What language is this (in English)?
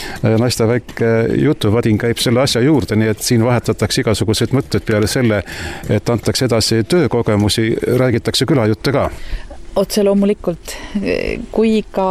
Estonian